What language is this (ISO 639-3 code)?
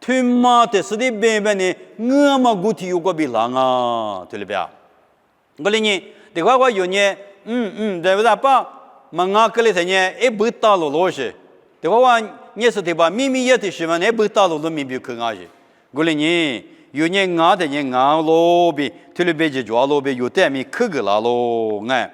lis